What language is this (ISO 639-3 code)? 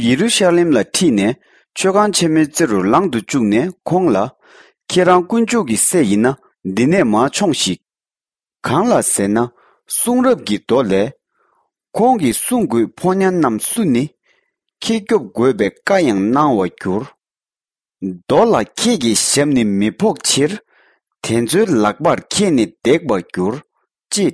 bod